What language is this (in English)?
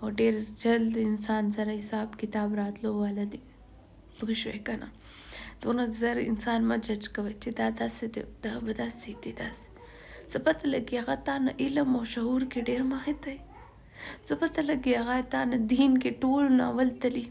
Pashto